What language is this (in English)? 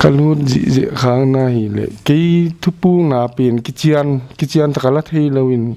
Paite Chin